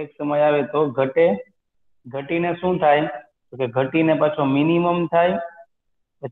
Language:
Gujarati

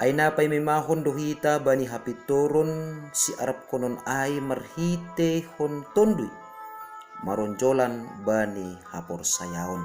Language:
Batak Simalungun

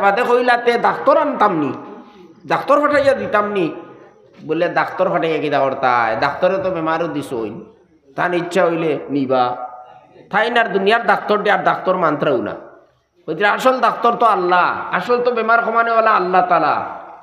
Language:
Sylheti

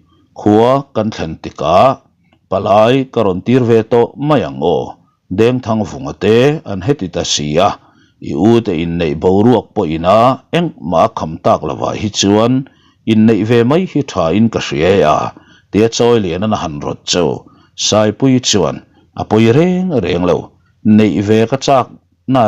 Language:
Mizo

